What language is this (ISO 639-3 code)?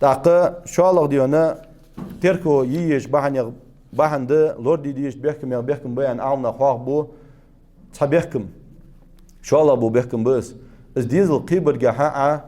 inh